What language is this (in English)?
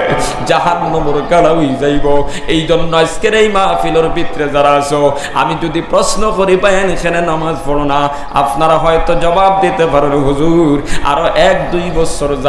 Sylheti